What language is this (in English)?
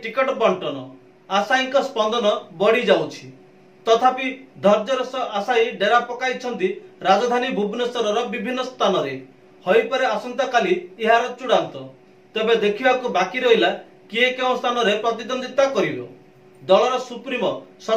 Odia